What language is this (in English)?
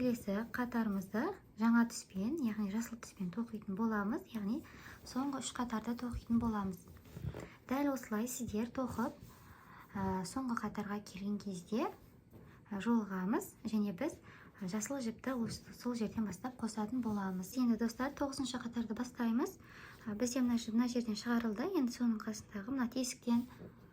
Kazakh